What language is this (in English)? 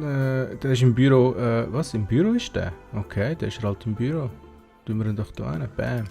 Swiss German